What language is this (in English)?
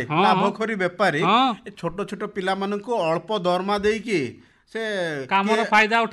Odia